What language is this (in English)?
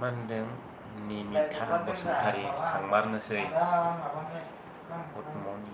Bodo